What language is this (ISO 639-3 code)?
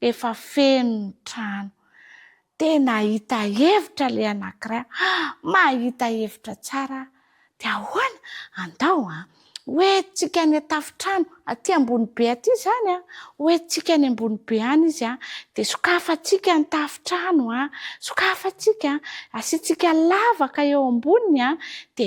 mlg